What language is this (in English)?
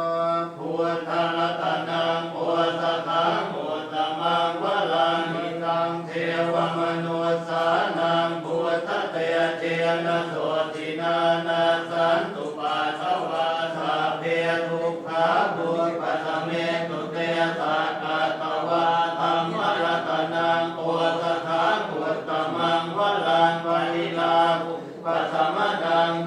Pali